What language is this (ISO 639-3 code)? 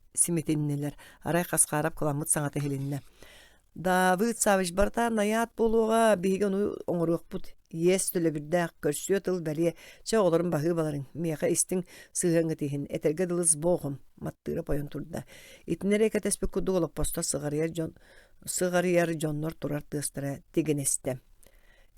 sah